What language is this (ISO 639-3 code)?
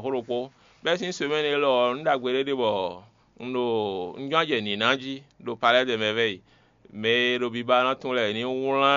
fon